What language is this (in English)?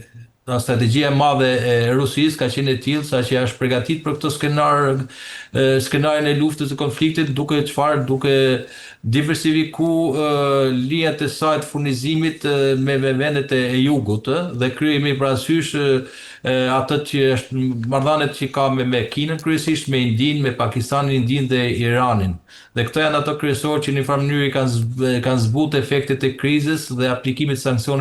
Albanian